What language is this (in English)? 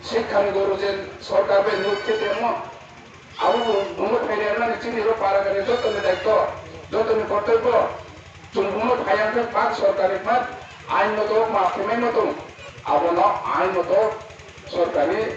Riang (India)